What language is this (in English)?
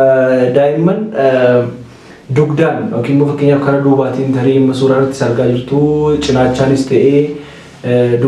Oromo